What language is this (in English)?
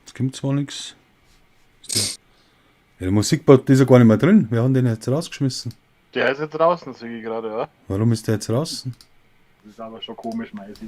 Bavarian